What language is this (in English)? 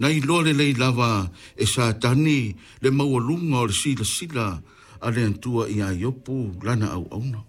Samoan